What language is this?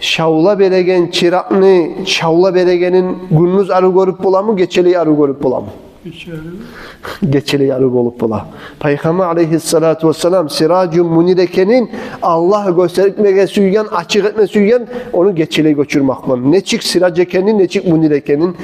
Kumyk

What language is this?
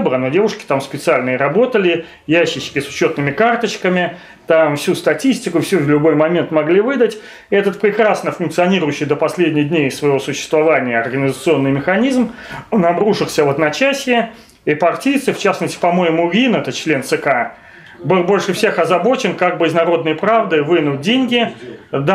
Russian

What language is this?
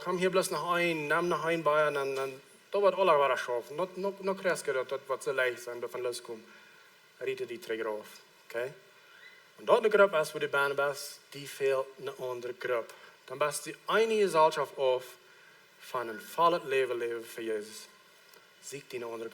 Plautdietsch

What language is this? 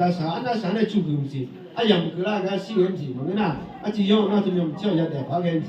Akha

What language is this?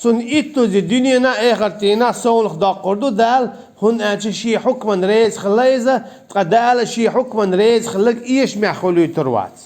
Chechen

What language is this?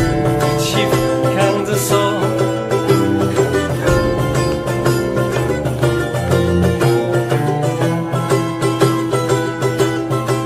Portuguese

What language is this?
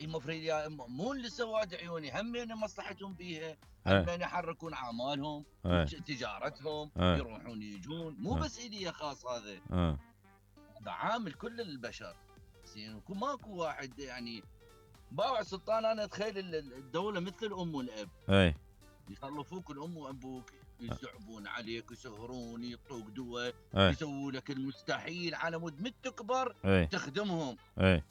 Mesopotamian Arabic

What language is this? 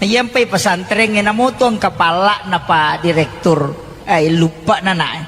Buginese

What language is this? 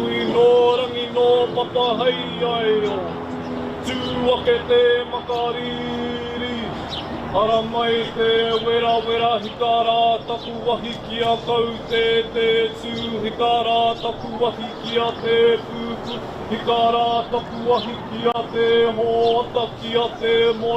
Māori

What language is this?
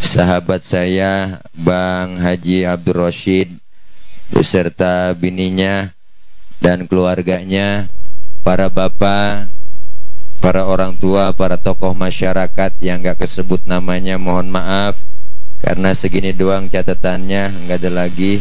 Betawi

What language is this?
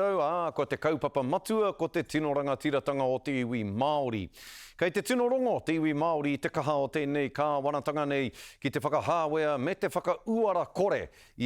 Māori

